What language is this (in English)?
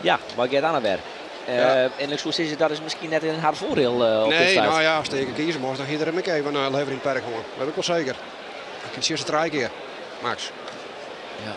Western Frisian